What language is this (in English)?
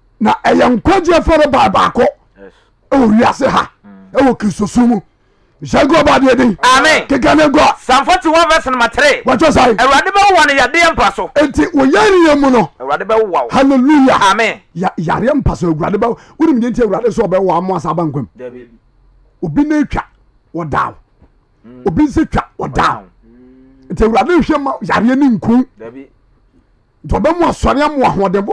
Akan